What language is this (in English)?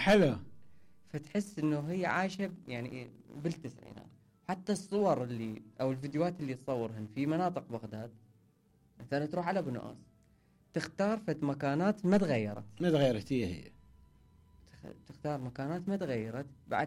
Mesopotamian Arabic